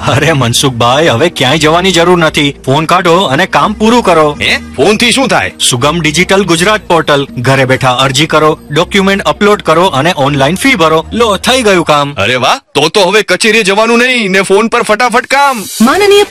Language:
Gujarati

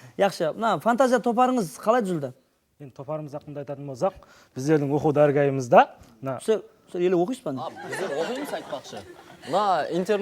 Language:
Kara-Kalpak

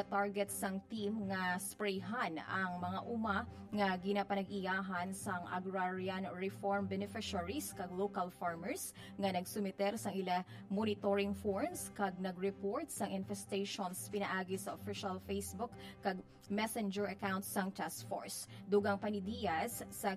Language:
Hiligaynon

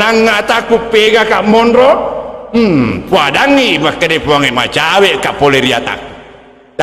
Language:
Buginese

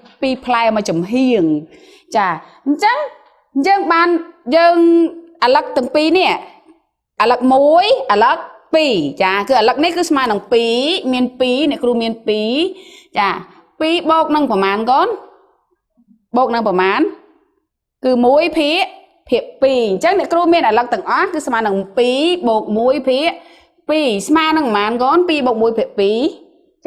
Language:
Khmer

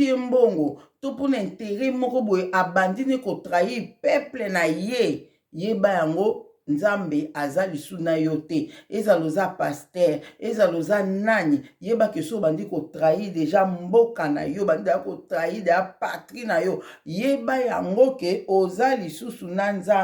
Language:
Lingala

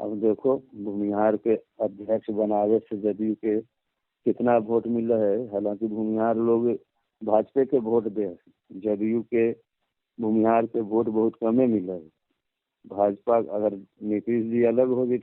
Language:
Magahi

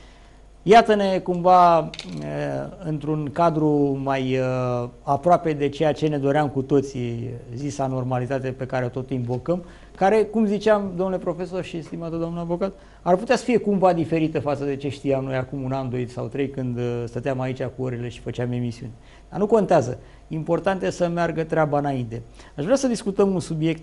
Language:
Romanian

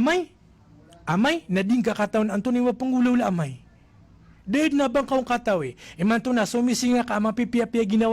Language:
Maranao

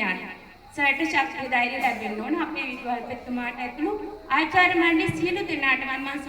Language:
Sinhala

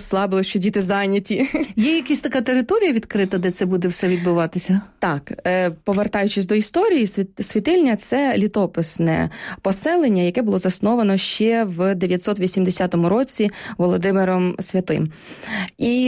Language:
Ukrainian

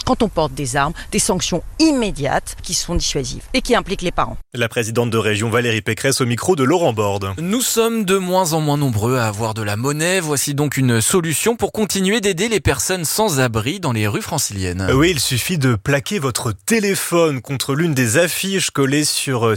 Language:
French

